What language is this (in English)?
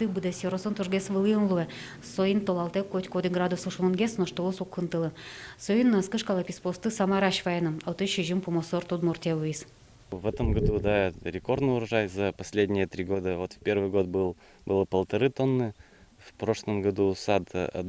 Udmurt